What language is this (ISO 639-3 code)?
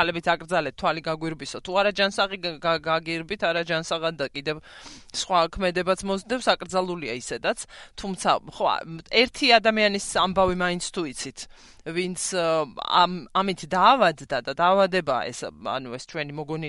kat